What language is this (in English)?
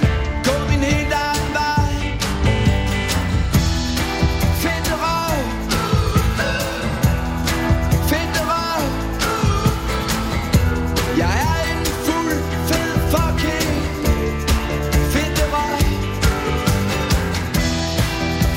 Danish